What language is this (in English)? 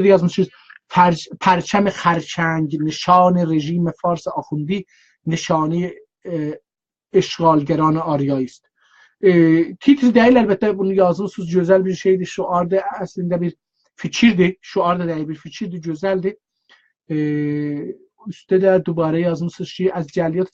South Azerbaijani